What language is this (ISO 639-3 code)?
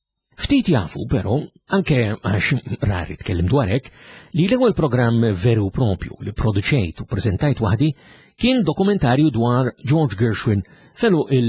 mlt